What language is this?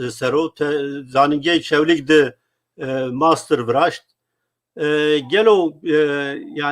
Zaza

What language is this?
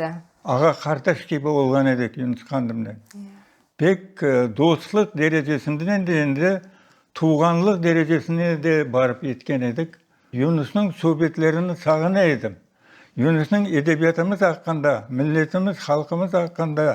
Crimean Tatar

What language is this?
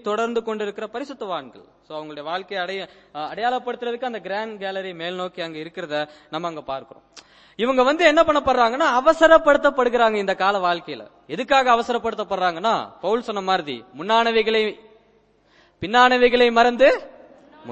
Tamil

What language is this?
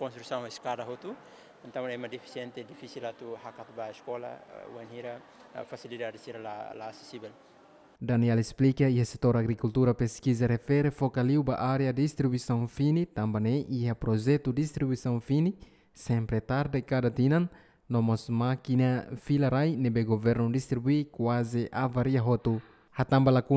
Tetum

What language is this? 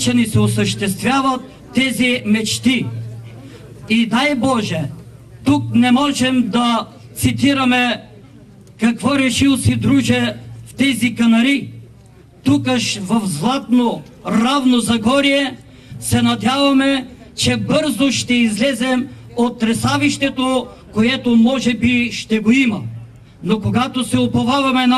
Bulgarian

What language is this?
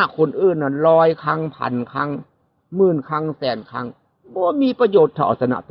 Northeastern Thai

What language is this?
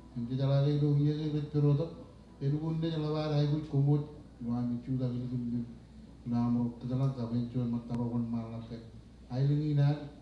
Marshallese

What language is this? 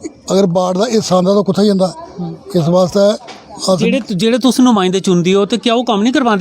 Dogri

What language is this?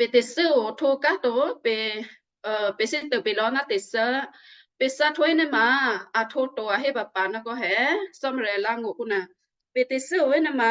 Western Kayah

